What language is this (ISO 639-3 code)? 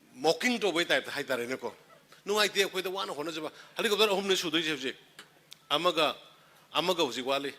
mni